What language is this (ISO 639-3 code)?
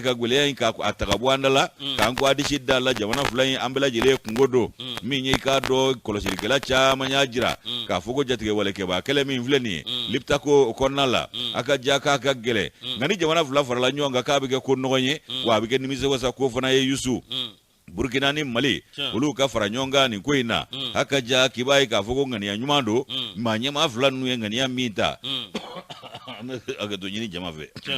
bam